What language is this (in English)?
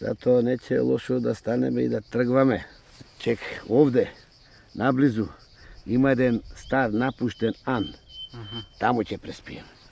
Macedonian